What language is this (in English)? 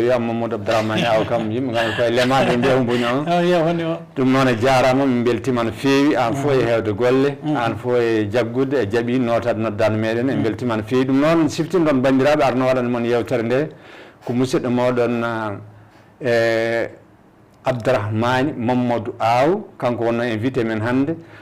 Fula